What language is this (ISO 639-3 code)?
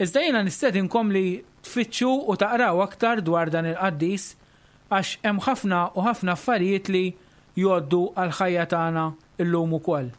mlt